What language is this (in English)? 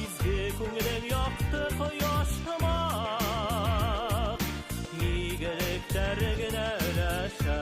Bashkir